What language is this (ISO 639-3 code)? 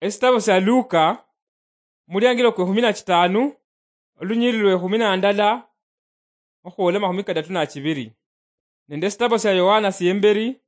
luy